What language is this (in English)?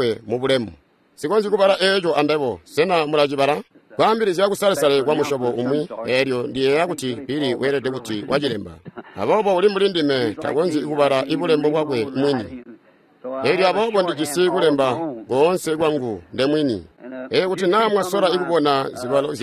Tonga (Zambia)